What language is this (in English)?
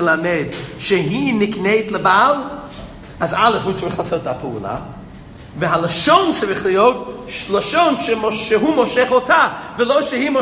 Hebrew